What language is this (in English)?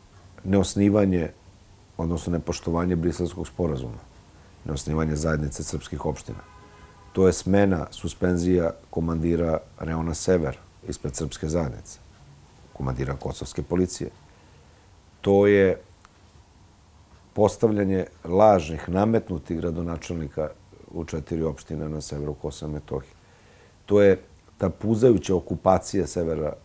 Serbian